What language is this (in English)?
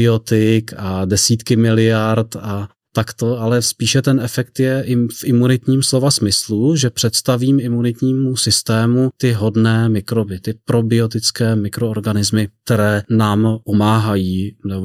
Czech